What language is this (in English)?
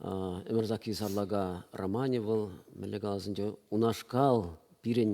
Chuvash